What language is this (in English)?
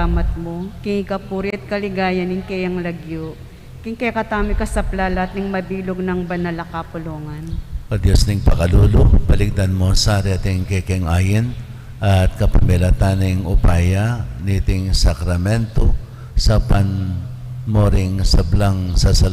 Pampanga